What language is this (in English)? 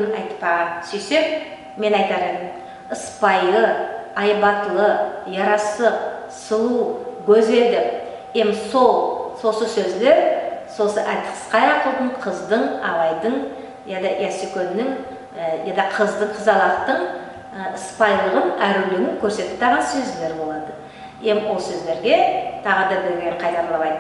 Nogai